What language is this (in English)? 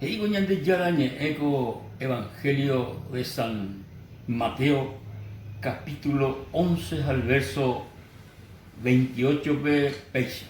Guarani